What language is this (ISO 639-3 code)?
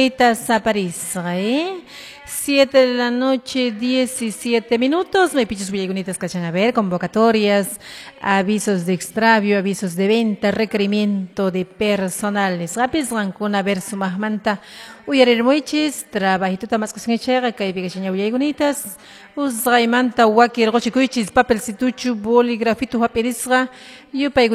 que